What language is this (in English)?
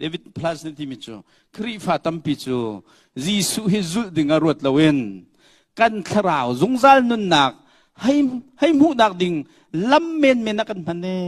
Hakha Chin